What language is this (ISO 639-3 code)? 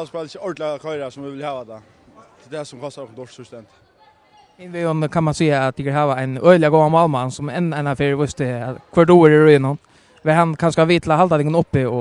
fao